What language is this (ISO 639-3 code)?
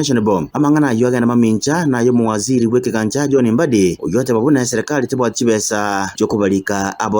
guz